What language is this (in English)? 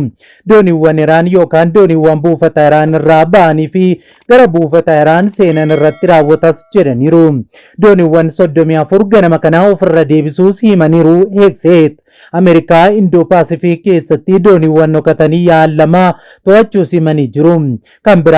Oromo